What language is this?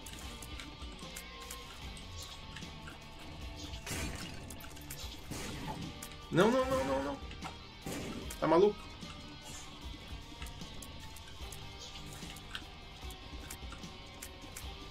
Portuguese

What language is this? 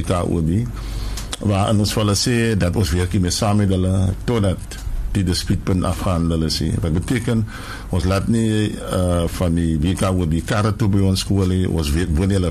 Afrikaans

